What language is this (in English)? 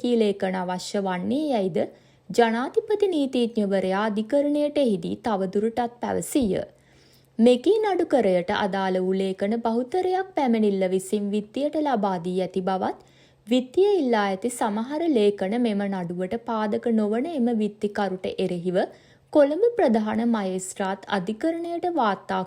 Sinhala